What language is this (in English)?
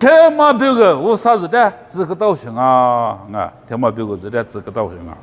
Lisu